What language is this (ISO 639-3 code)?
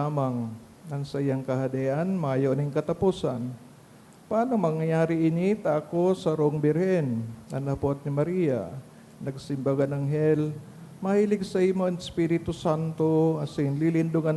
bik